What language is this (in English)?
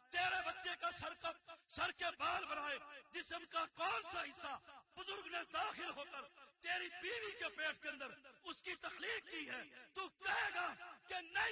Urdu